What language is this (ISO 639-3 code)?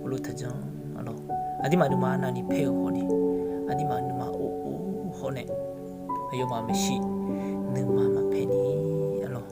ahk